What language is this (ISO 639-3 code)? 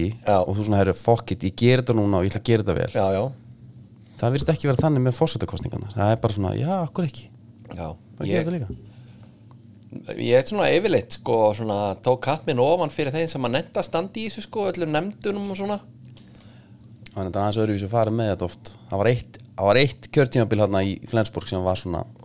isl